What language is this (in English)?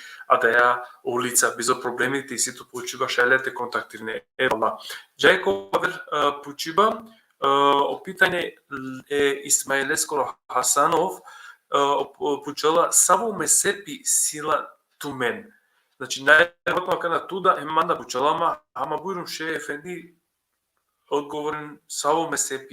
Balkan Romani